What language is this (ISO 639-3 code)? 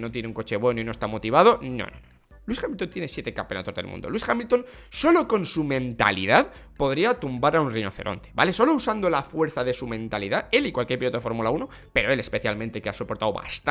spa